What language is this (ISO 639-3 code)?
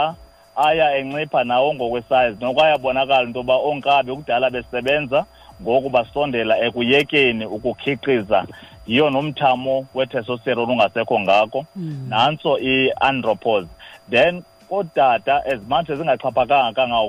xho